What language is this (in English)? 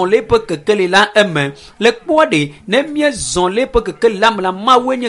Ewe